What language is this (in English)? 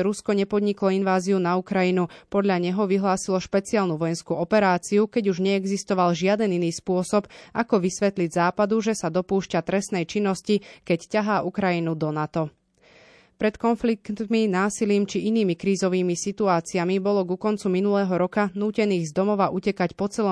Slovak